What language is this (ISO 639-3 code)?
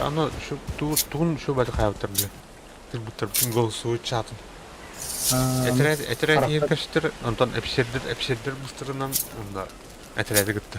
sah